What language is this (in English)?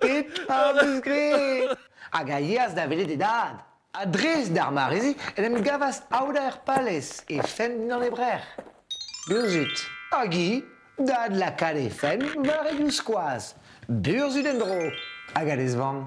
Breton